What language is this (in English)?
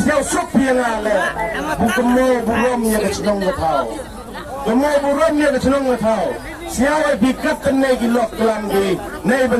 Khasi